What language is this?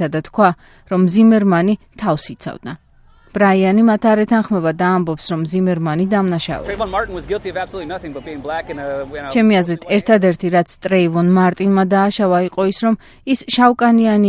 Georgian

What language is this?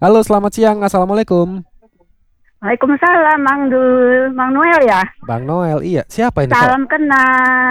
Indonesian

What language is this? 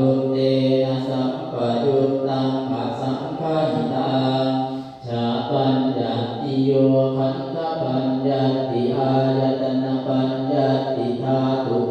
Pali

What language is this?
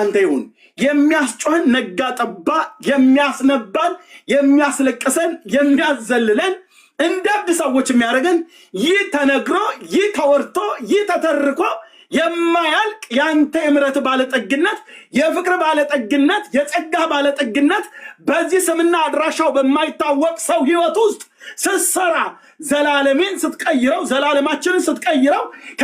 Amharic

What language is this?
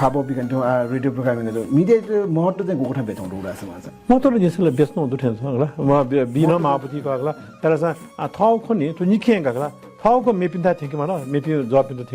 Newari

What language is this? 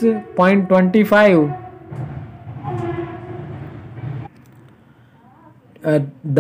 Gujarati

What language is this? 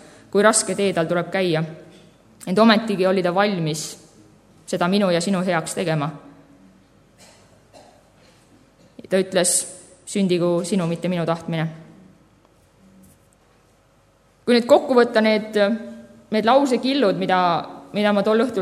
Estonian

